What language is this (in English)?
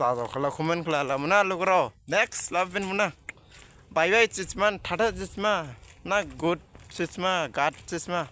Dimasa